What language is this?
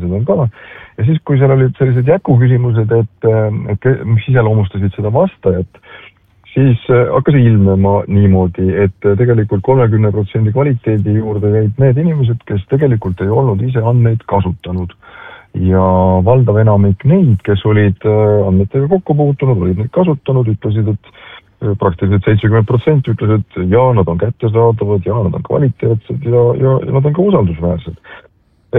Estonian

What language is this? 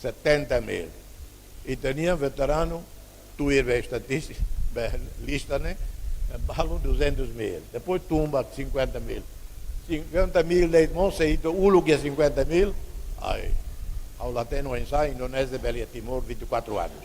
Tetum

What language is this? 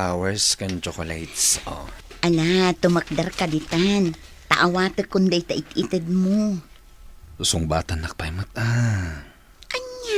Iloko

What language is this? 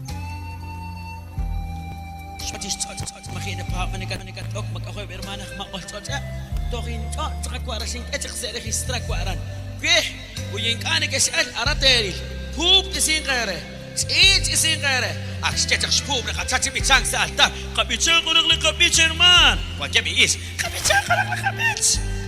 Kekchí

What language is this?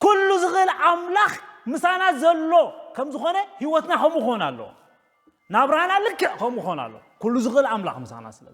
Tigrinya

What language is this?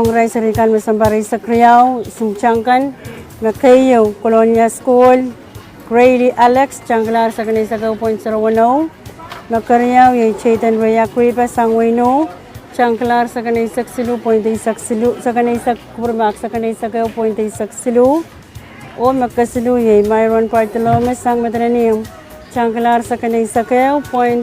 Pohnpeian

